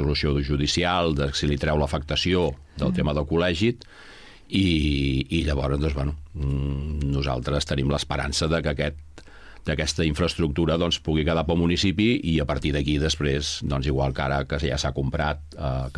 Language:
Catalan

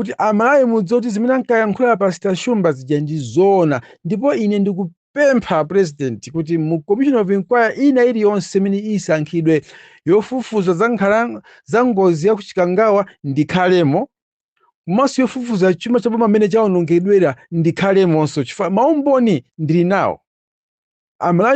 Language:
Nyanja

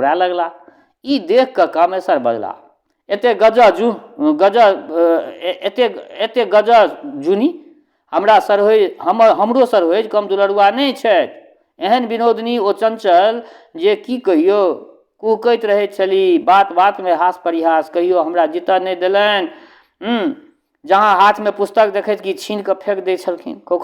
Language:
Maithili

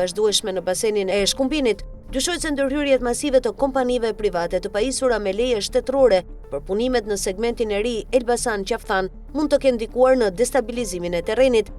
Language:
Albanian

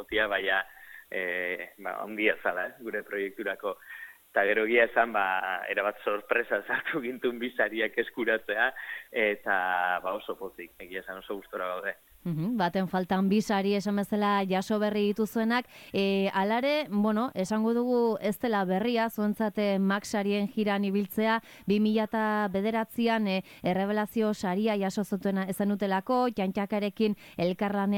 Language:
Basque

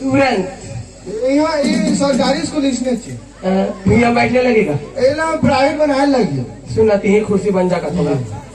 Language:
Chhattisgarhi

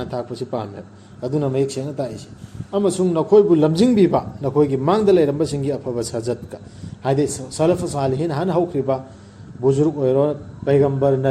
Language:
Manipuri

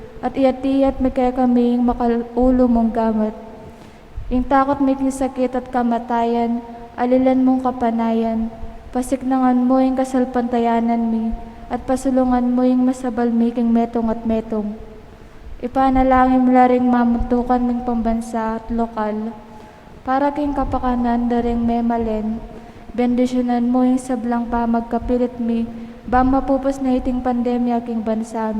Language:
Pampanga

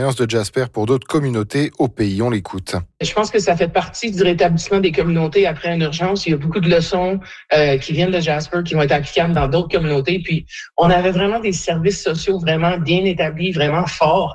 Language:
French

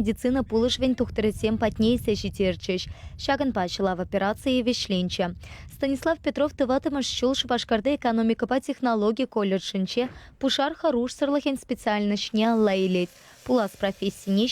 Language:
Chuvash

